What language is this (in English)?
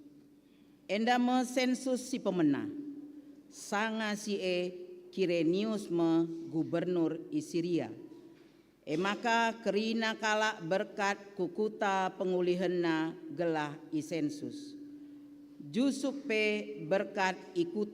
Batak Karo